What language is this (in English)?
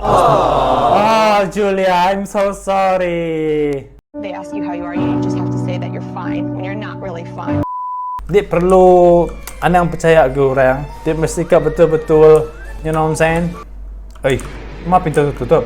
Iban